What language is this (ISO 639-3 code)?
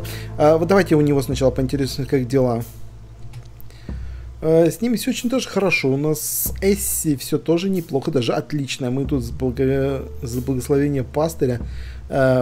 rus